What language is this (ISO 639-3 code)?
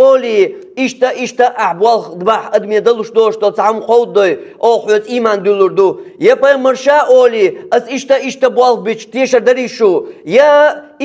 che